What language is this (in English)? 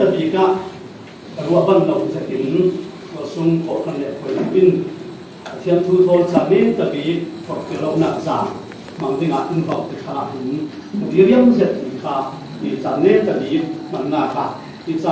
Falam Chin